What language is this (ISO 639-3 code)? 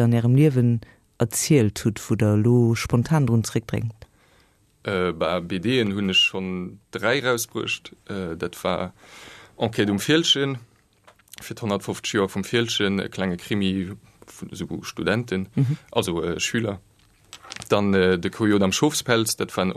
ltz